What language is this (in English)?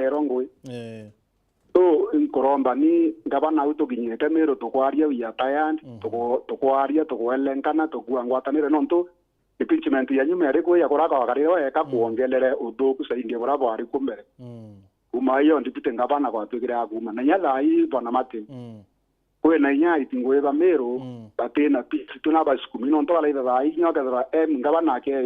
Meru